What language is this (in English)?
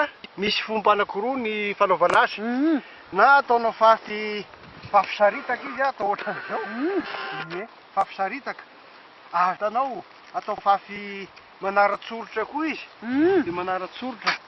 Malagasy